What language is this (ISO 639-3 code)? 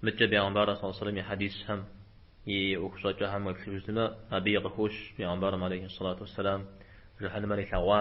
kbd